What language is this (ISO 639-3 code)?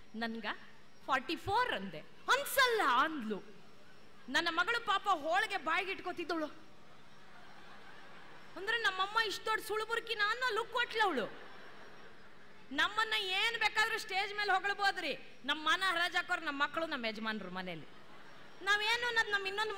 kan